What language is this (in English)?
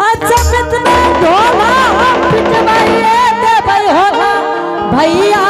Angika